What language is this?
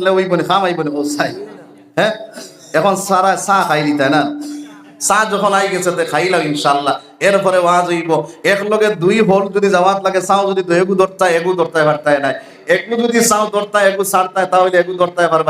Sylheti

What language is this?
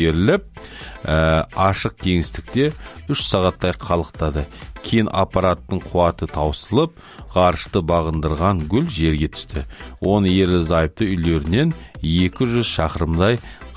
Kazakh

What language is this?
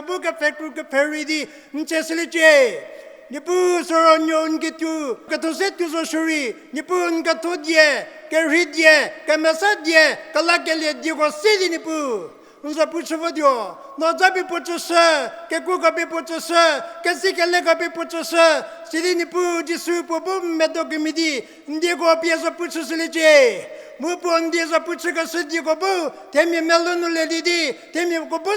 Angami Naga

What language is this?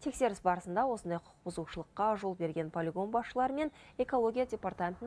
Kazakh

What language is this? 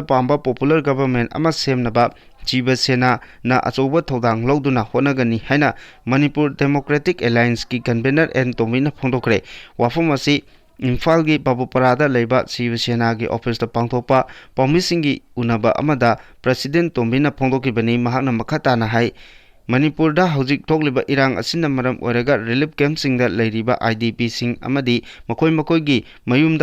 Manipuri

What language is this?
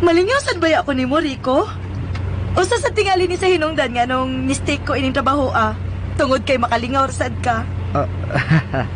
Cebuano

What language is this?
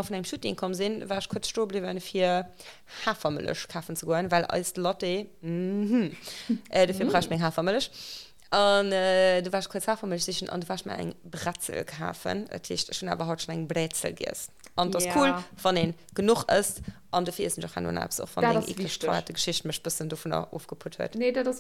Luxembourgish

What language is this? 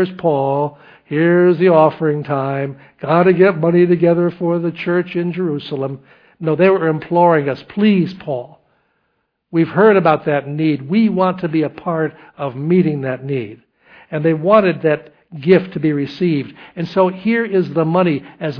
English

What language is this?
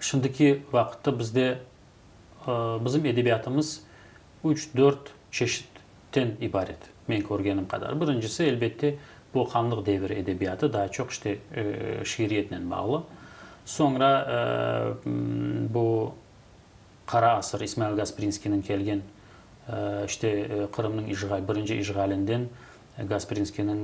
Crimean Tatar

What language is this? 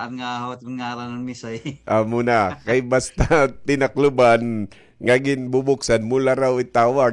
Waray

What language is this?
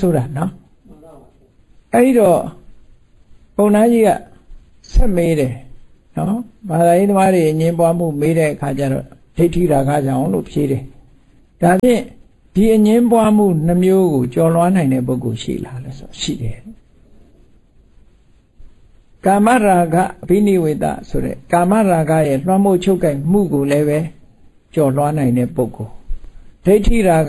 Burmese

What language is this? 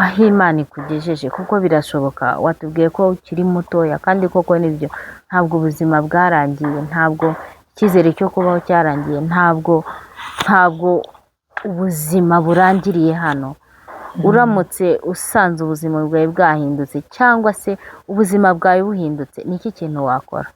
Kinyarwanda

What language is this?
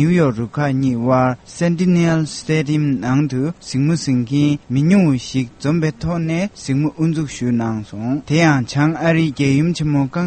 Tibetan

